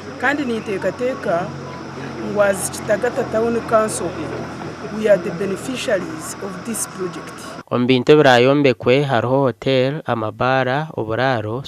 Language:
Nyankole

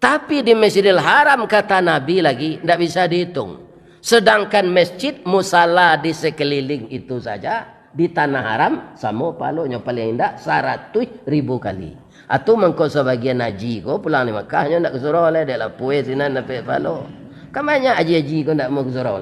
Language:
Minangkabau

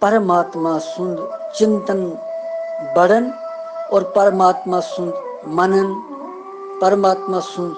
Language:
Kashmiri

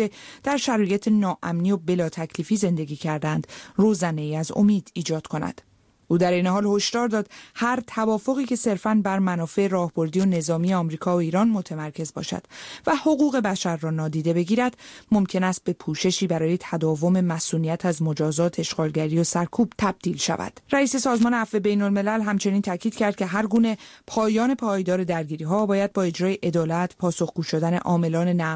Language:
Persian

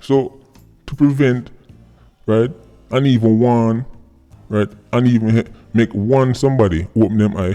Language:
Jamaican Creole English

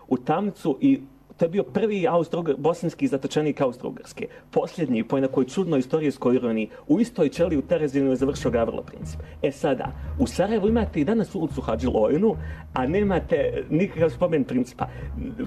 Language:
Bosnian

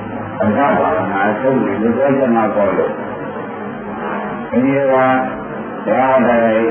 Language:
Burmese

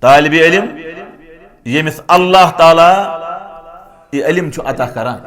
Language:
Kashmiri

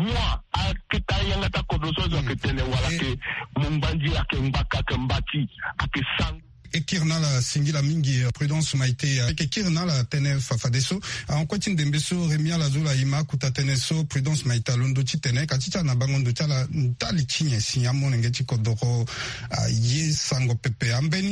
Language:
Sango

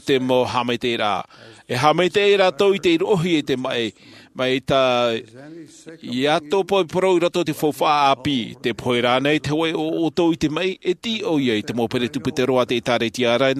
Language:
Tahitian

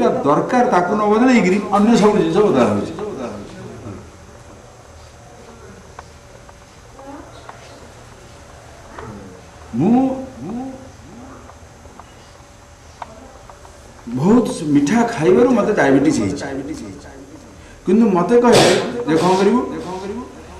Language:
Odia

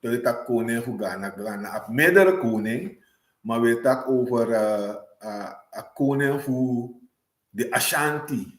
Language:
Sranan Tongo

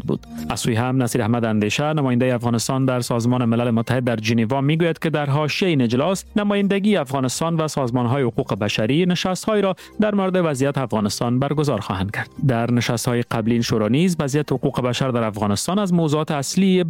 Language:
Persian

